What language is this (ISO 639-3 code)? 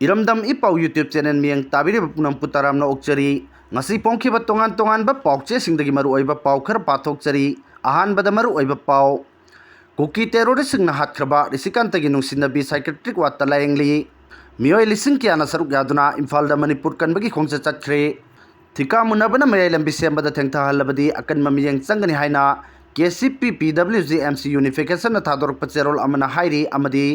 mni